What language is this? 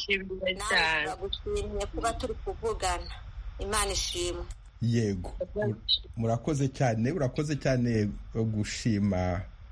Kinyarwanda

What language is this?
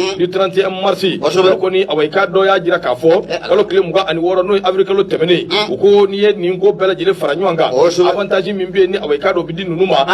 Bambara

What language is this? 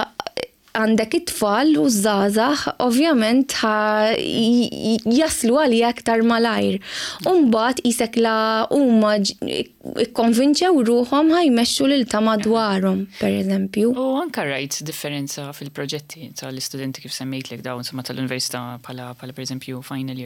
Maltese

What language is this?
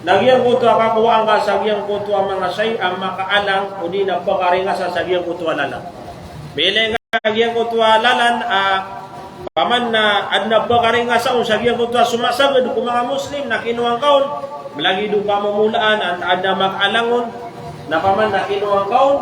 Maranao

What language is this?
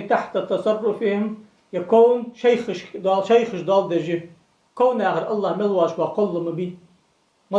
Ingush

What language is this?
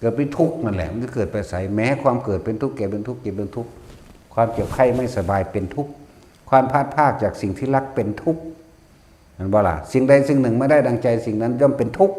Northeastern Thai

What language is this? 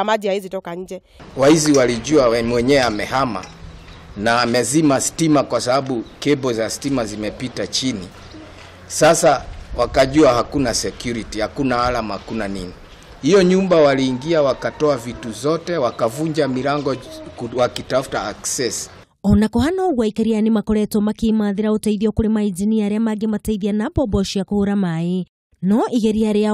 Kikuyu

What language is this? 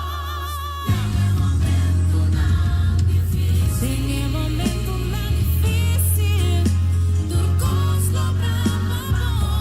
Papiamento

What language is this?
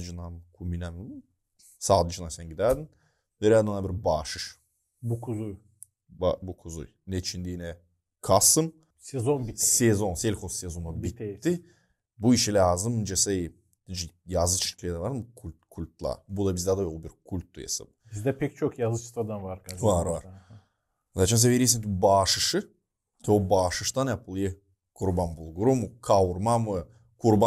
Gagauz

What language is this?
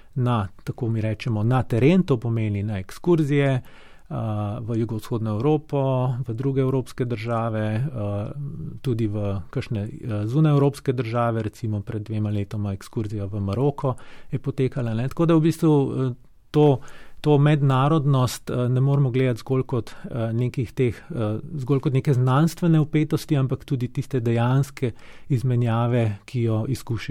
Slovenian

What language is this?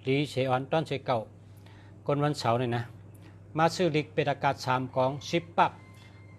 Shan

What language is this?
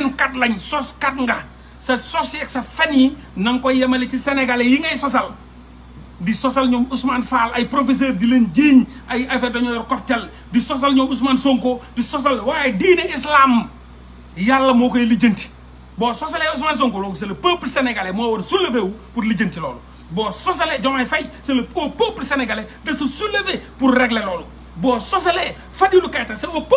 Wolof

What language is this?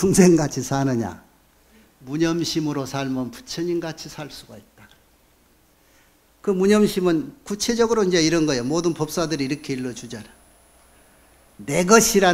Korean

